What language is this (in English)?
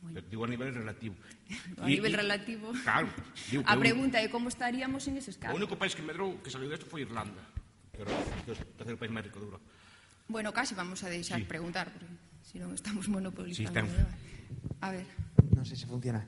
Galician